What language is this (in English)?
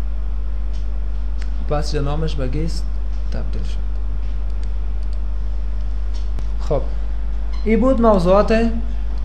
Persian